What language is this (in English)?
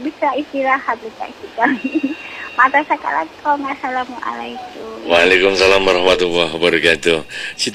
Madurese